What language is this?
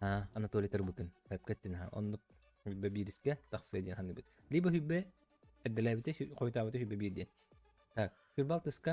Yakut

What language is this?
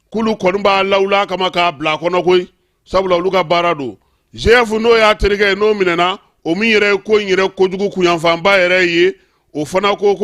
Bambara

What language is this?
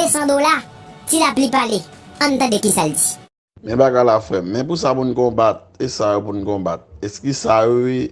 Haitian Creole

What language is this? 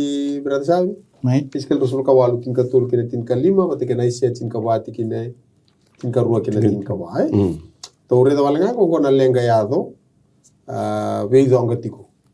Fijian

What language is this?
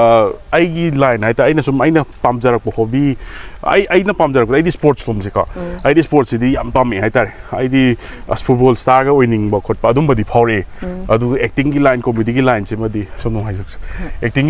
Manipuri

